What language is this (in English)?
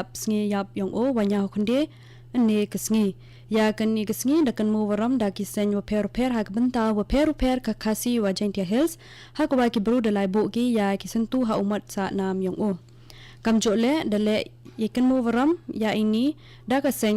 Khasi